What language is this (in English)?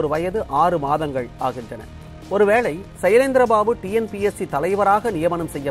Tamil